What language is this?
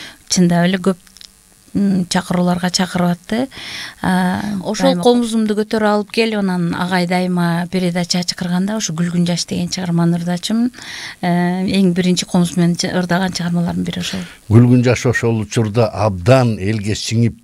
Kyrgyz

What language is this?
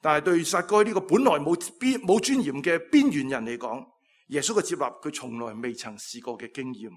Cantonese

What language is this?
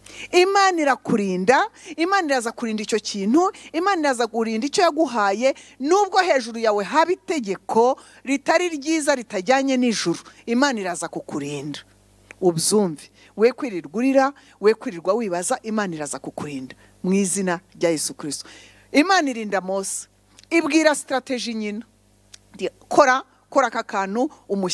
Kinyarwanda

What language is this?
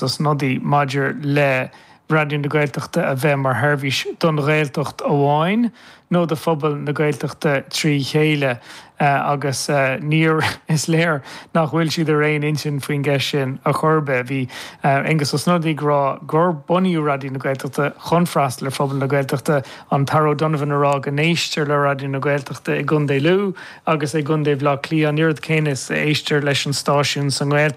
Irish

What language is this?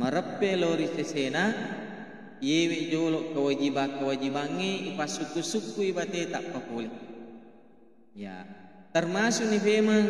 Buginese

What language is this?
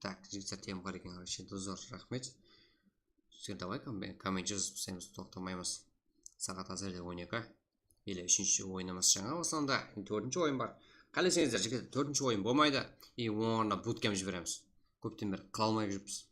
Kara-Kalpak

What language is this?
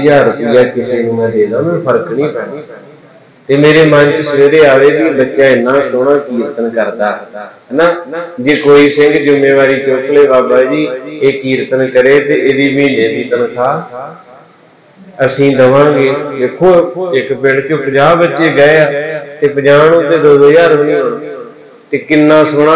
Punjabi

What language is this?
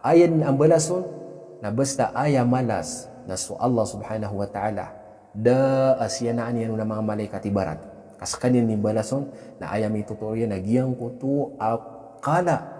Maranao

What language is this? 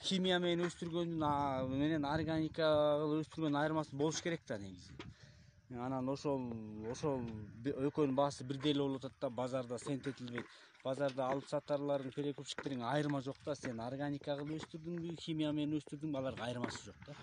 Kyrgyz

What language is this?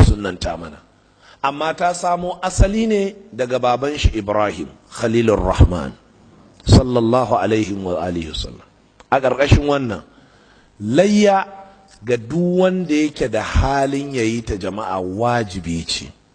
Hausa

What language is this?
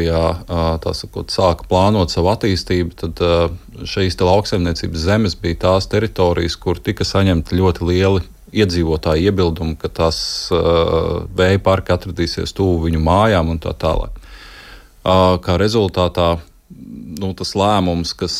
Latvian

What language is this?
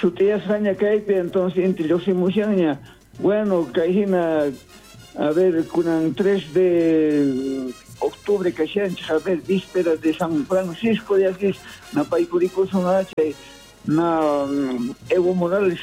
South Bolivian Quechua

